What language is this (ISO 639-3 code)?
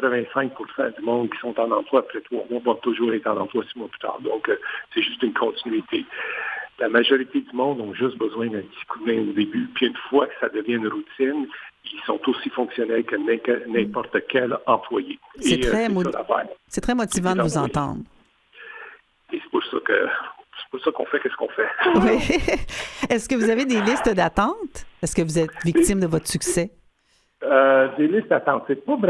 fra